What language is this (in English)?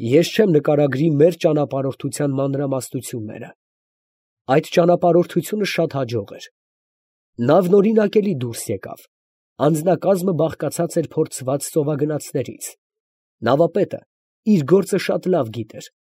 Armenian